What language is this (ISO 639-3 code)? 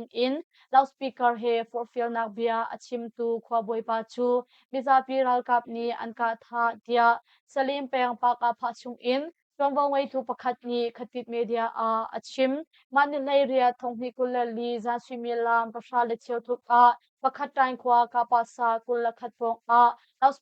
cnh